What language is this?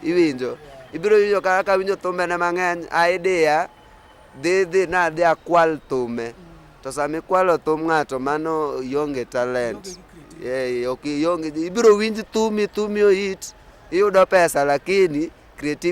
Luo (Kenya and Tanzania)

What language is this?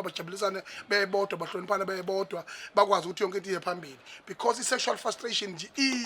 Zulu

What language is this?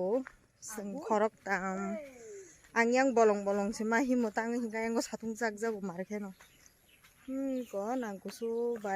Kok Borok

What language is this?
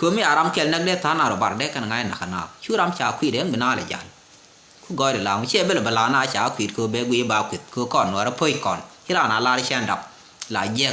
Nuer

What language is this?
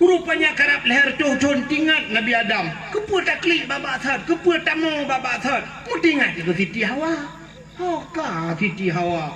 Achinese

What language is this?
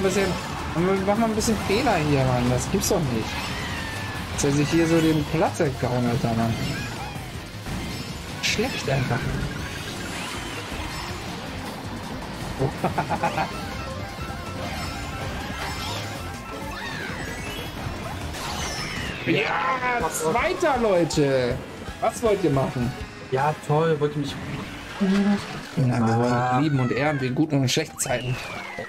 German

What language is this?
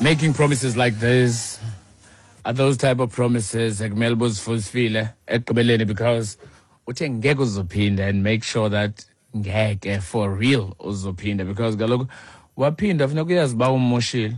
Xhosa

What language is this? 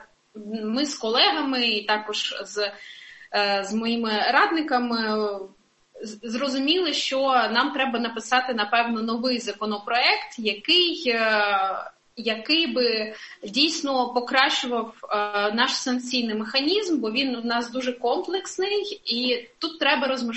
Ukrainian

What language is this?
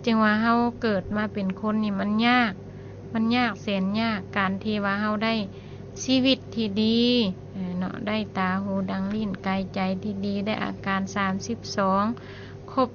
Lao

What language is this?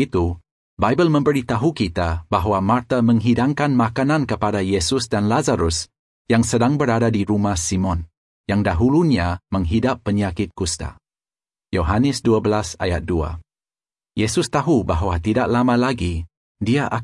Malay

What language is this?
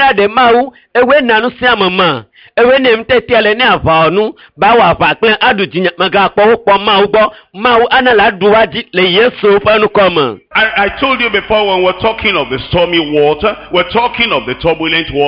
Ewe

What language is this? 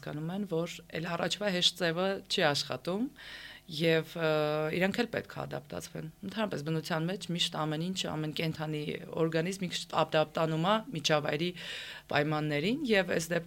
Armenian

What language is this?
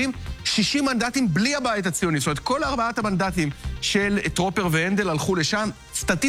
Hebrew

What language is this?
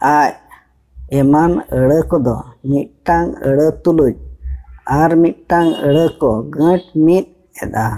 Santali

